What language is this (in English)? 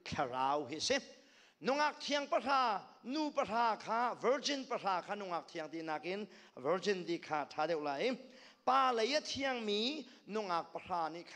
Hakha Chin